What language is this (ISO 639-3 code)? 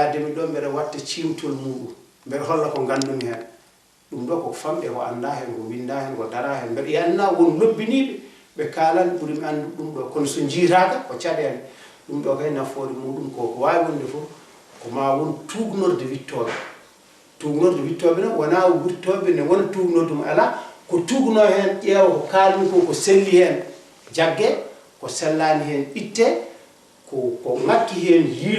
ful